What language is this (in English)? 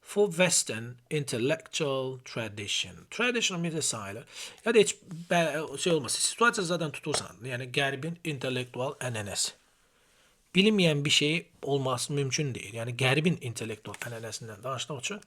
Azerbaijani